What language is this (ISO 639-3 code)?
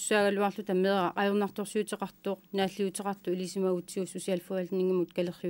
kal